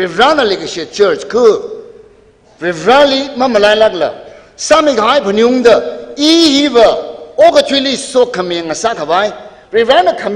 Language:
Tangkhul Naga (India)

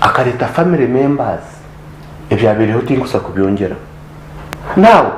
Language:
Nyankole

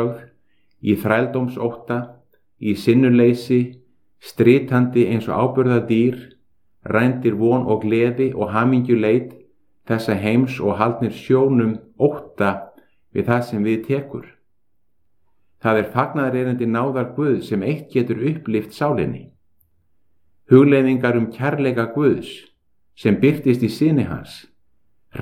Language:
Icelandic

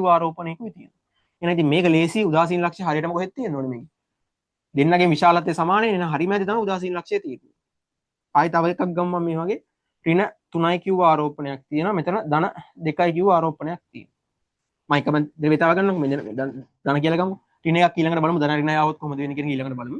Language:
Sinhala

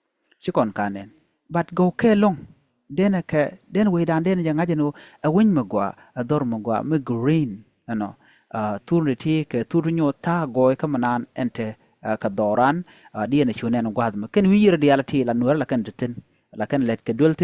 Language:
Nuer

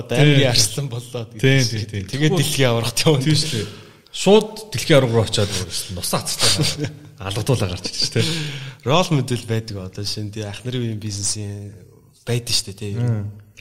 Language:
Mongolian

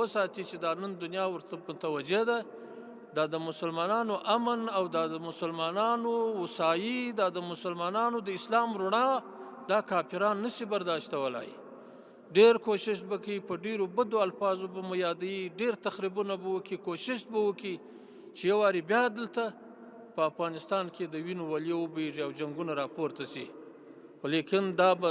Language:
Pashto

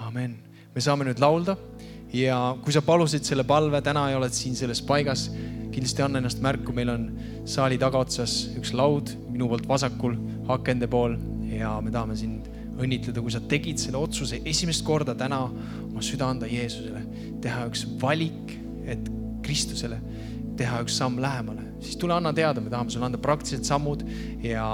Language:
Estonian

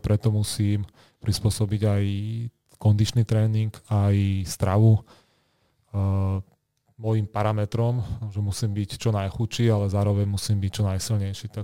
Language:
Slovak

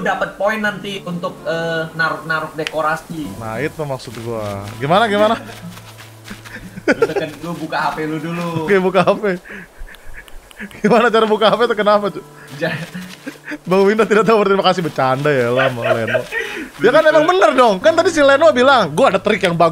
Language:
Indonesian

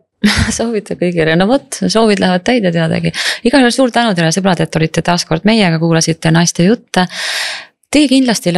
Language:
Estonian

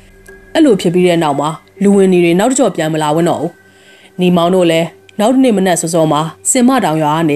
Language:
Burmese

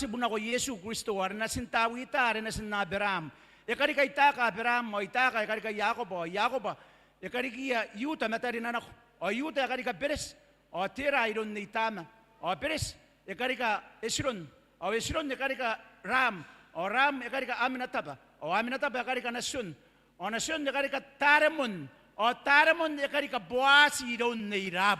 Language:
Gilbertese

